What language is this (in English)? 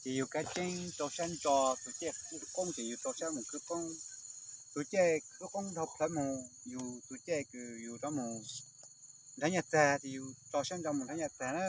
Hmong